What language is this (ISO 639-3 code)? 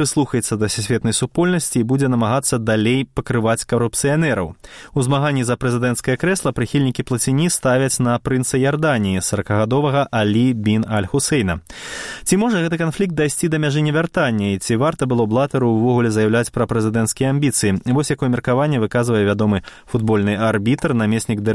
bel